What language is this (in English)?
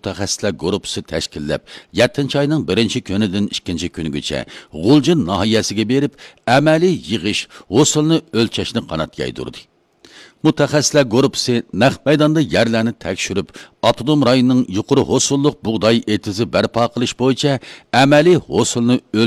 Uyghur